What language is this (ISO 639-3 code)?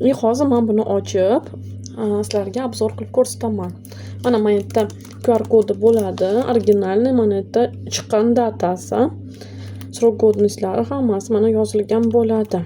uzb